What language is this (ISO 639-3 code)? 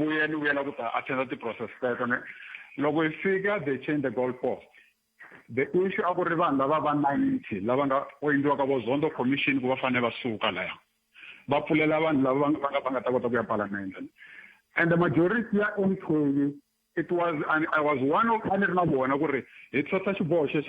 tso